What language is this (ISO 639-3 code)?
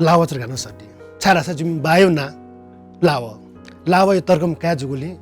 new